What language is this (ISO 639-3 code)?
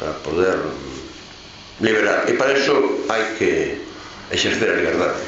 glg